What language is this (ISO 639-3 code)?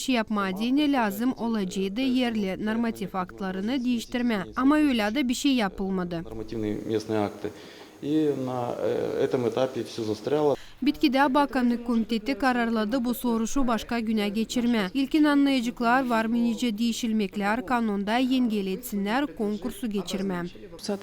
gag